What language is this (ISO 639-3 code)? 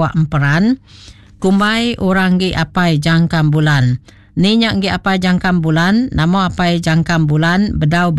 iba